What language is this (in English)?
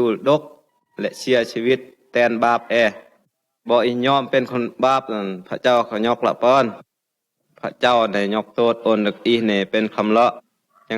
Phai